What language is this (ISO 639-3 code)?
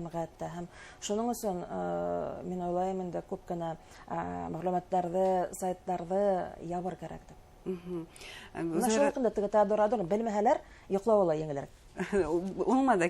bak